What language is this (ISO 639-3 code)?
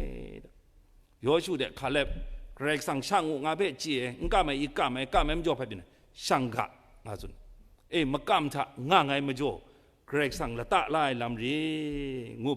kac